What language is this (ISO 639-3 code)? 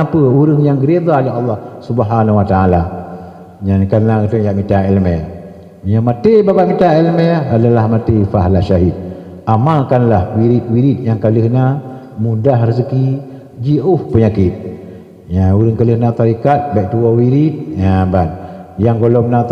ace